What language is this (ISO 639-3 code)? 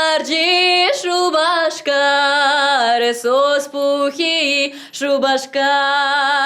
chv